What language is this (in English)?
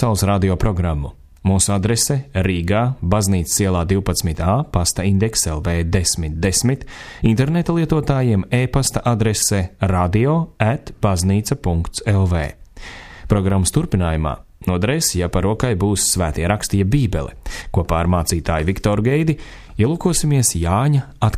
Latvian